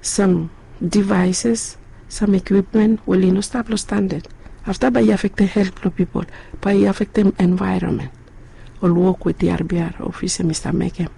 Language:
Bislama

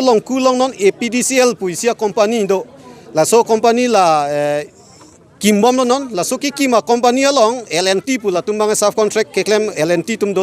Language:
Karbi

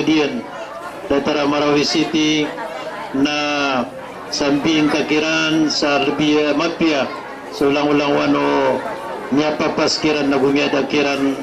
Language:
Maranao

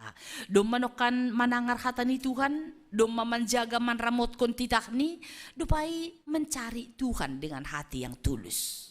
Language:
Batak Simalungun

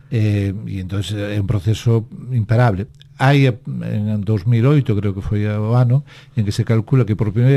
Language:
Galician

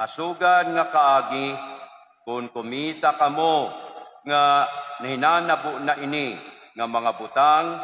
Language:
Waray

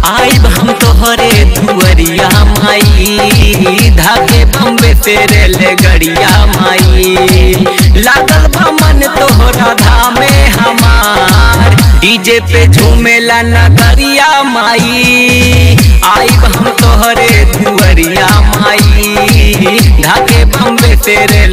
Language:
Bhojpuri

